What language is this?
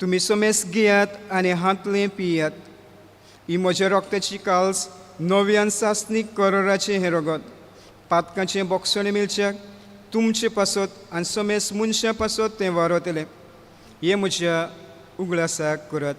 Konkani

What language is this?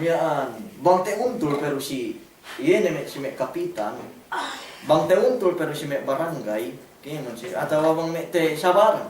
Yakan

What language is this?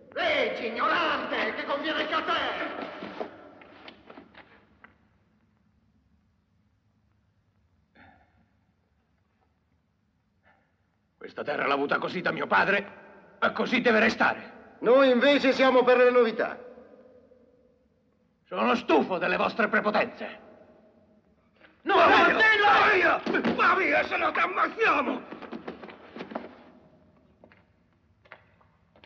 Italian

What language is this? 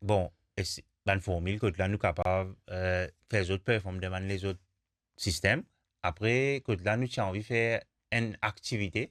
Morisyen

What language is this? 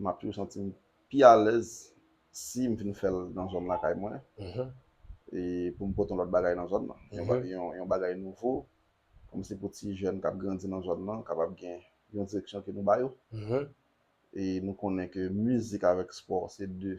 Haitian Creole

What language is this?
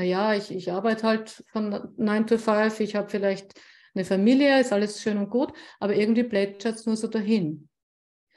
German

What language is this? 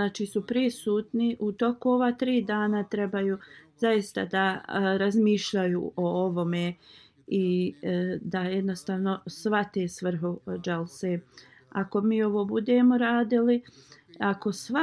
Bosnian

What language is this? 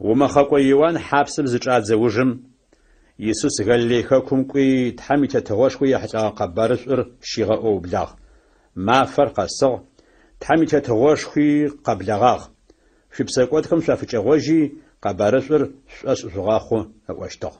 Adyghe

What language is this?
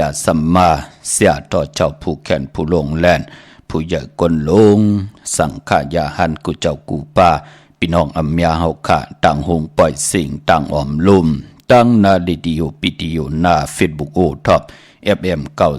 Shan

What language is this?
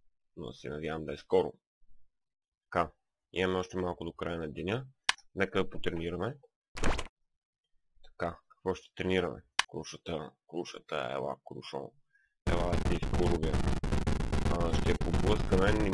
Bulgarian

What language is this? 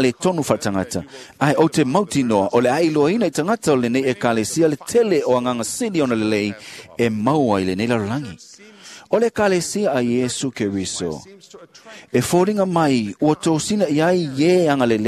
Samoan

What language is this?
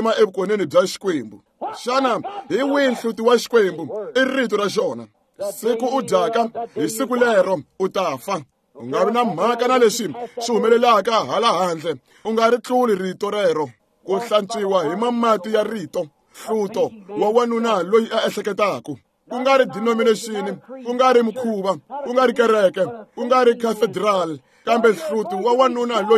Tsonga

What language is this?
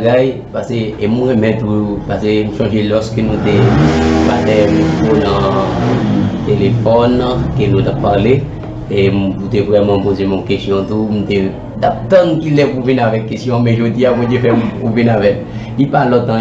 Haitian Creole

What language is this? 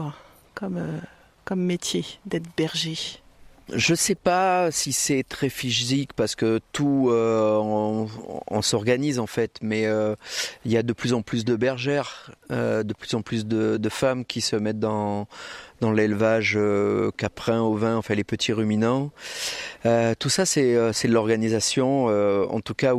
French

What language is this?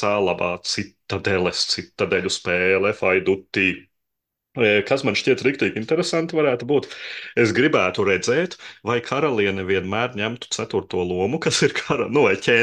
Latvian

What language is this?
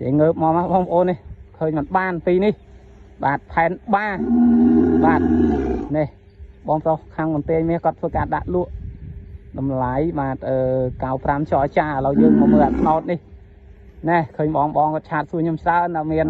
Khmer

